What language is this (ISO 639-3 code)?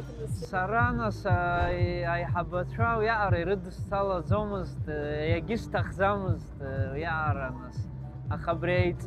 abk